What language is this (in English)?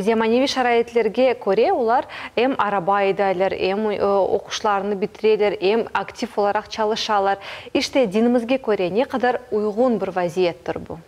Crimean Tatar